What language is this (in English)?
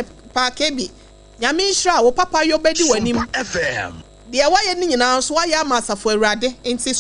Akan